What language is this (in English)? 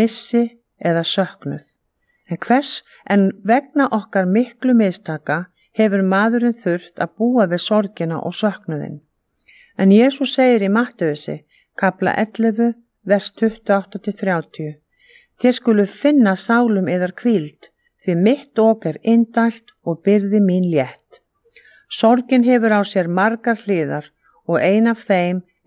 Icelandic